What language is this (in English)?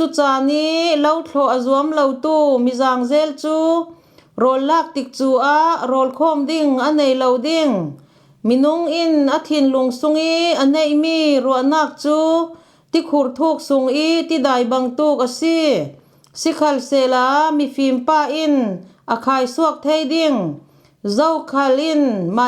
Falam Chin